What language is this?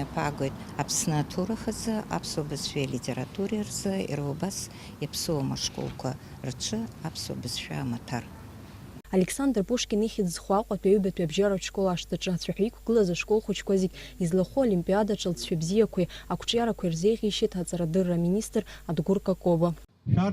Abkhazian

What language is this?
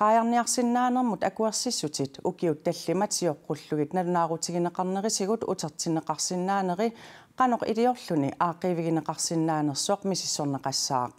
Kalaallisut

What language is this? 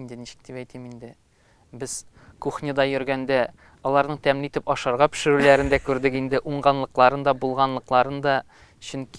Tatar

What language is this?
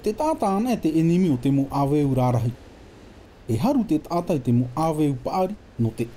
Tahitian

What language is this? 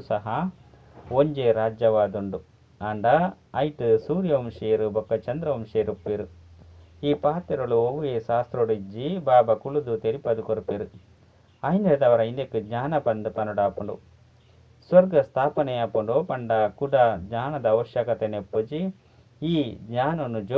Tulu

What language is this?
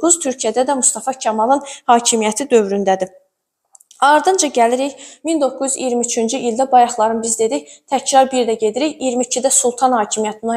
Azerbaijani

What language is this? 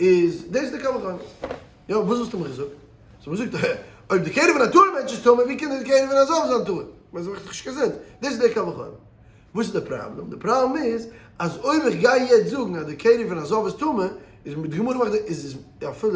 Yiddish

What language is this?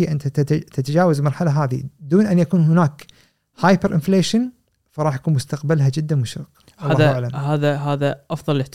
Gulf Arabic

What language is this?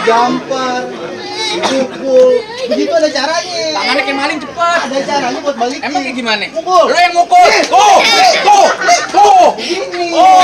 Betawi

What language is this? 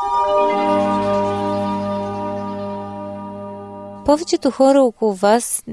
Bulgarian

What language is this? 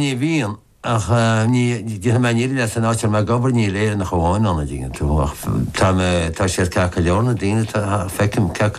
Irish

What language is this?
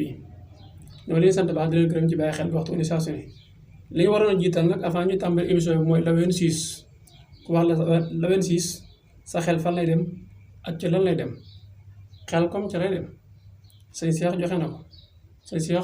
Wolof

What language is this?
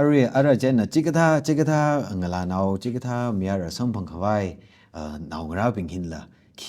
Tangkhul Naga (India)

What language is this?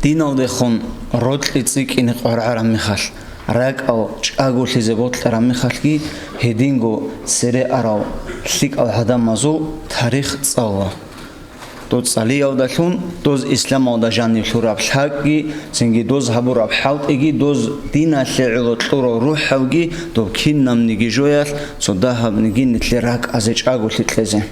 Avaric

